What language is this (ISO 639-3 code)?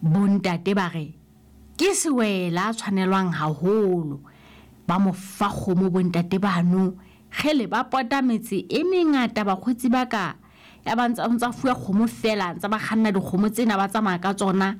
sot